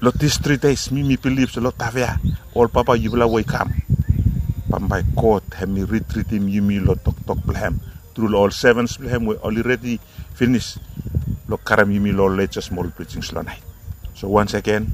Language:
Bislama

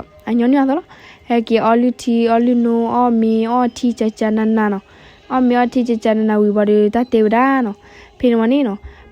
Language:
S'gaw Karen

